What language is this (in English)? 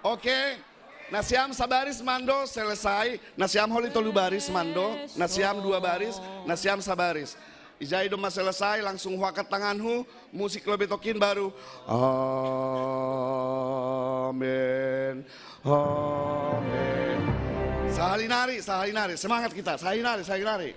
Batak Simalungun